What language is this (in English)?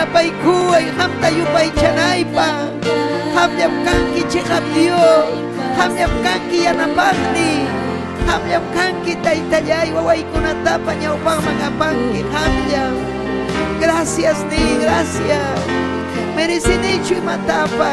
Ayacucho Quechua